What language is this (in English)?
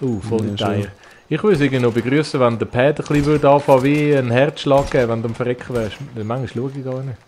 Swiss German